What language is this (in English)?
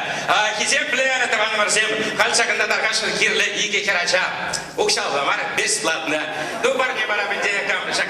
Chuvash